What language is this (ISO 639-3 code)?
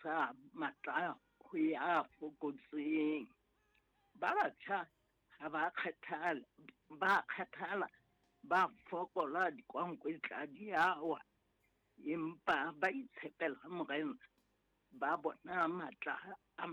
sot